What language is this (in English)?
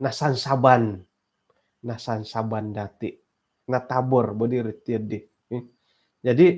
Central Dusun